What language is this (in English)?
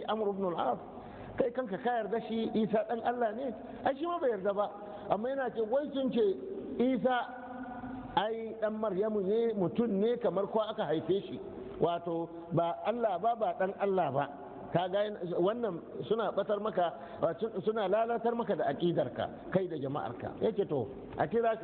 Hausa